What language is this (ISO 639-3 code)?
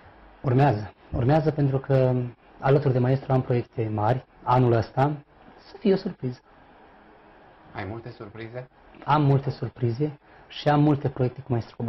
ron